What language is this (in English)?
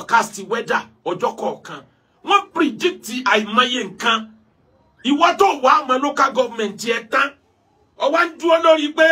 Yoruba